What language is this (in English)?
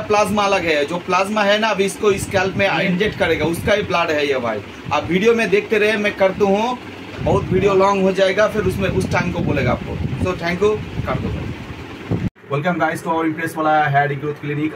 Hindi